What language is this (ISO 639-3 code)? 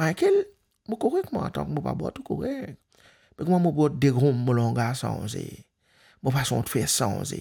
mfe